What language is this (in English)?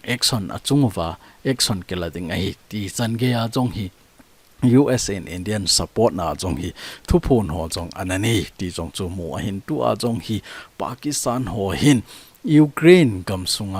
Thado Chin